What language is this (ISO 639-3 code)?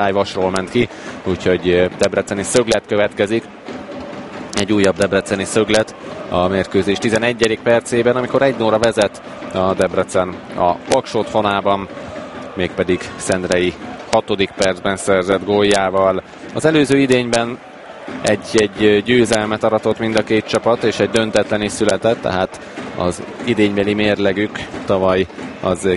hun